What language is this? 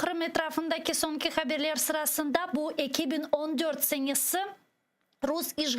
Crimean Tatar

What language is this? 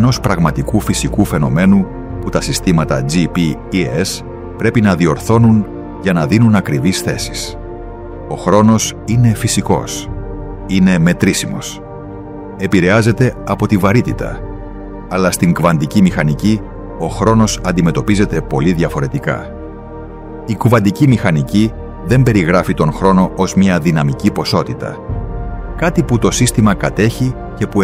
Greek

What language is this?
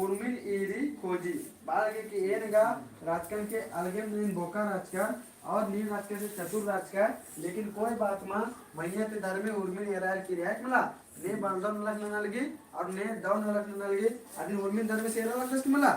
Kurukh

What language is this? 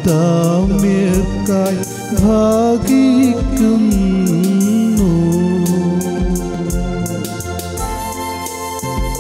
Malayalam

